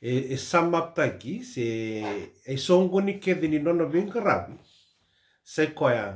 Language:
Fijian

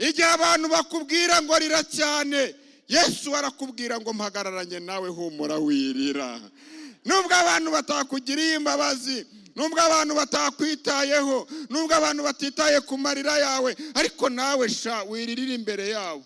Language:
Kinyarwanda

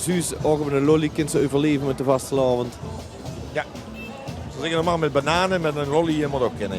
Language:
Limburgish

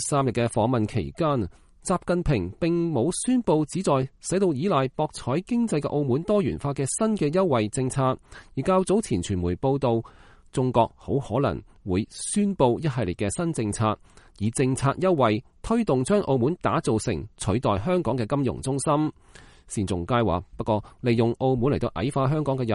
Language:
Cantonese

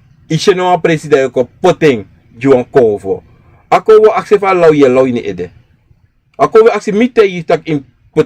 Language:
Sranan Tongo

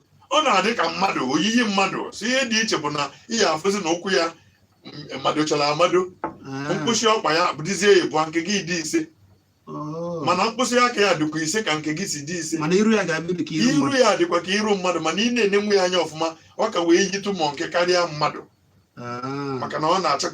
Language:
Igbo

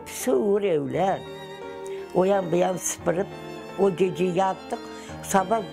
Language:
Crimean Tatar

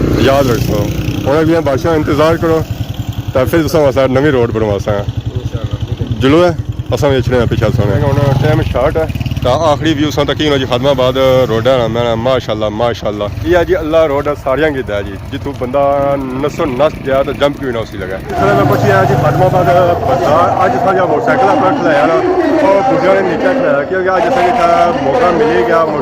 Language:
Pahari-Potwari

